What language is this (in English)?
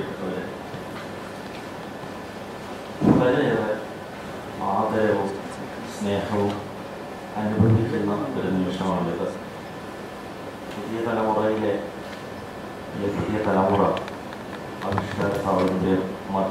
Malayalam